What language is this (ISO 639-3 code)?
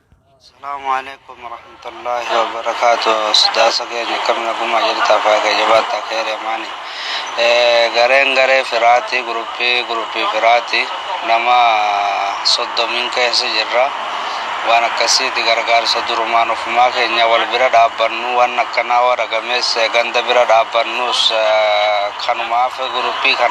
orm